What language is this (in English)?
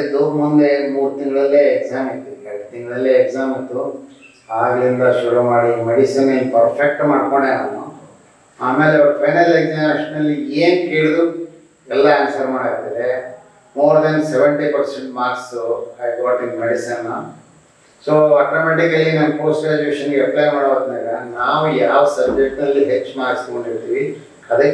Kannada